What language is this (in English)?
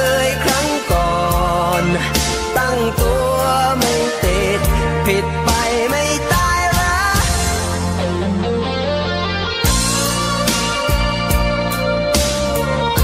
Thai